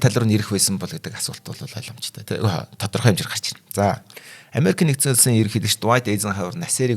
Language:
Mongolian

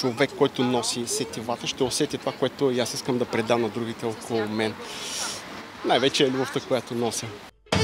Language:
Bulgarian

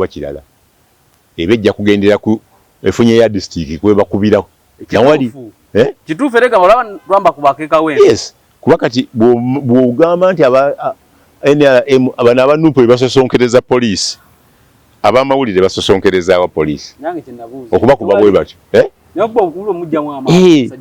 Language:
Ganda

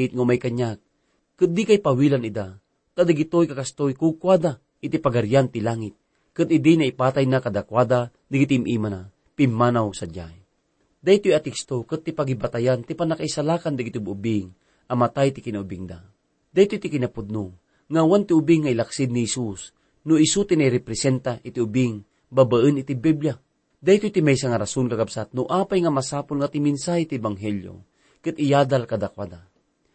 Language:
Iloko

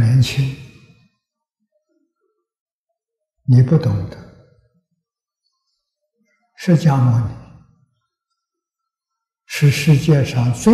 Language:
Chinese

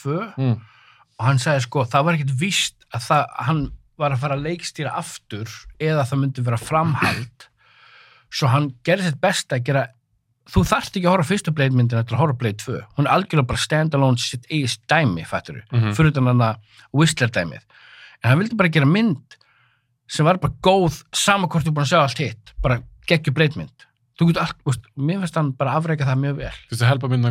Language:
Icelandic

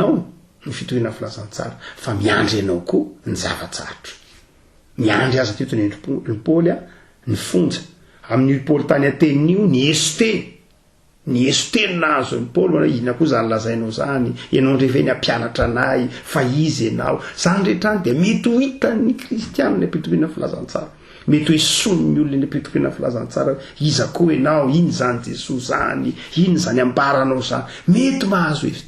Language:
Malagasy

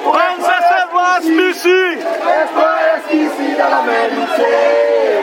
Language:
Seselwa Creole French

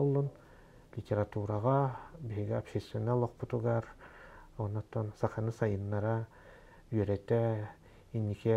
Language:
Yakut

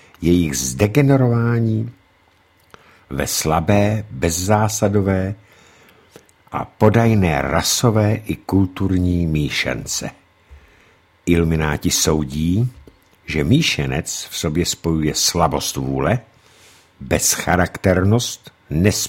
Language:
Czech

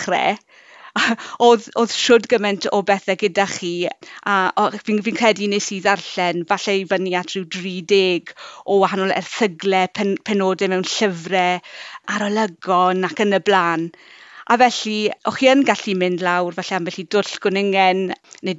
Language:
Welsh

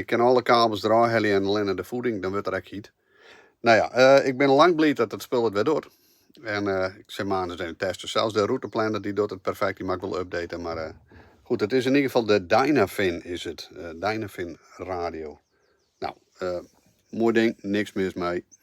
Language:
Western Frisian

